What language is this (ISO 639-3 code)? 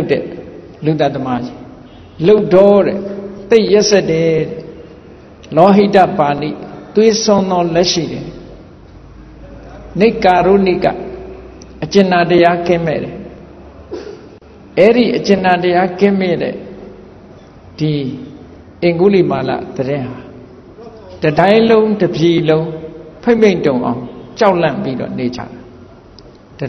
mya